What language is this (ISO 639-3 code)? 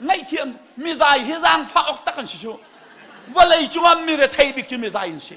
cnh